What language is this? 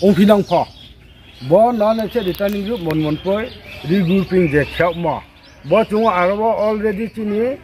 Riang (India)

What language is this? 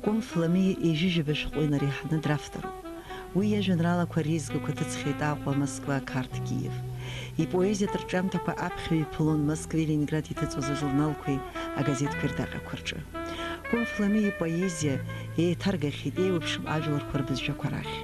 Abkhazian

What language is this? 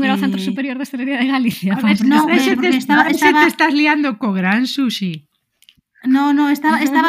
Galician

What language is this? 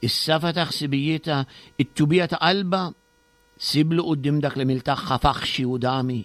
Maltese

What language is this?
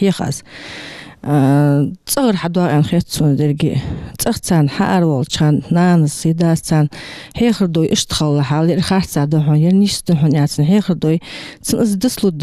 Ingush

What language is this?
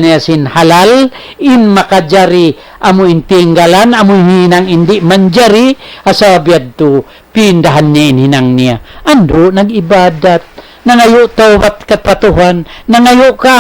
Tausug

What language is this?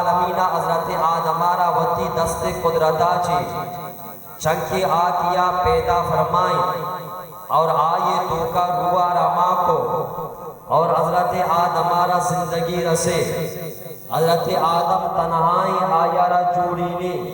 Baluchi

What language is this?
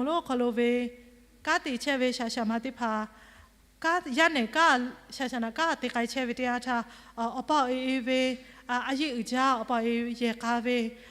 Lahu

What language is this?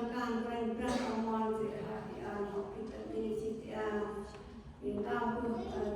Central Mnong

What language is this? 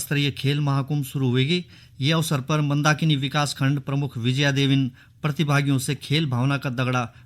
Garhwali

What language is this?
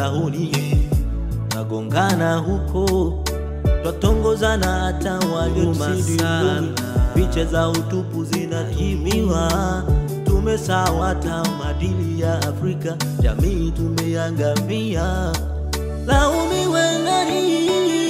Swahili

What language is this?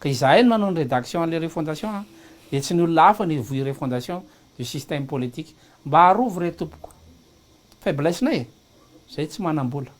Malagasy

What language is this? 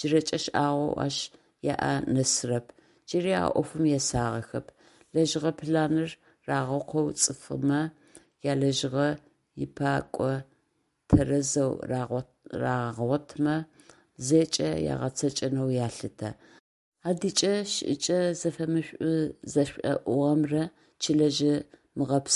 Adyghe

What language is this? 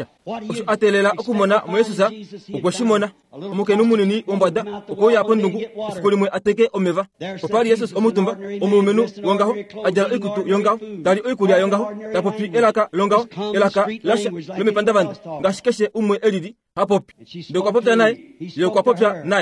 Kuanyama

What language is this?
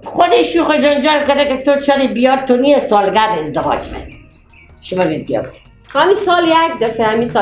Persian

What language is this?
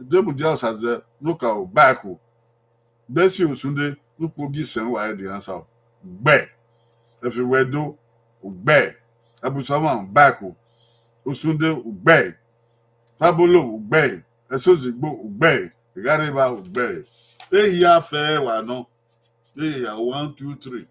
Bini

